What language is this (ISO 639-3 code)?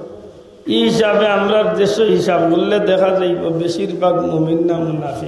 syl